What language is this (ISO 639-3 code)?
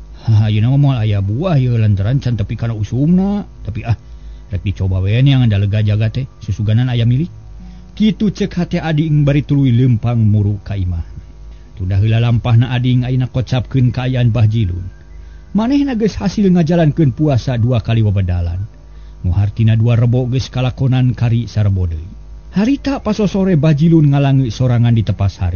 sun